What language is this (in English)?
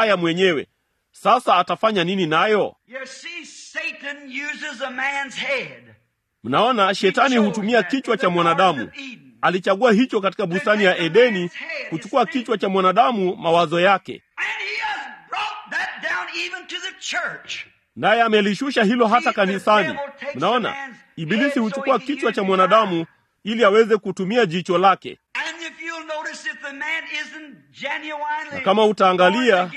Swahili